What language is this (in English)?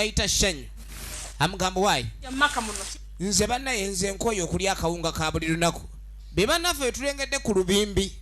Soga